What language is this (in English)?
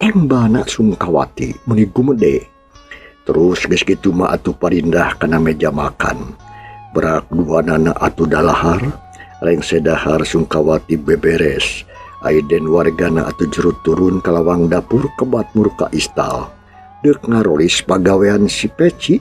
Sundanese